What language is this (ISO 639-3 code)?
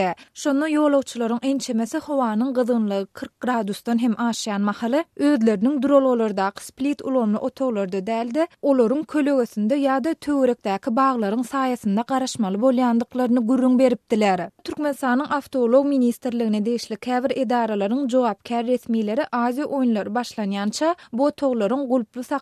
tuk